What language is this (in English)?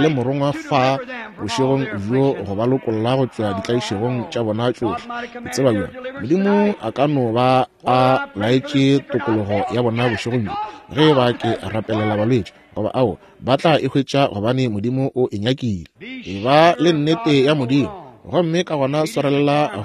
Northern Sotho